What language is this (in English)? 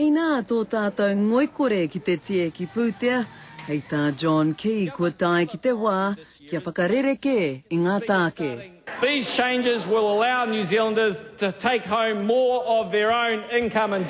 Māori